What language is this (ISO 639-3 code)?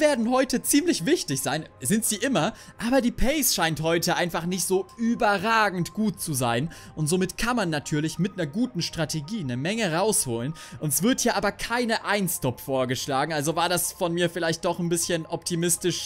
deu